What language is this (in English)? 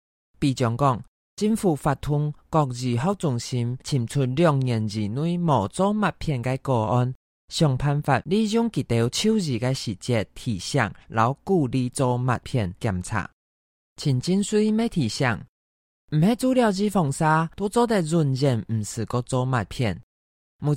Hakka Chinese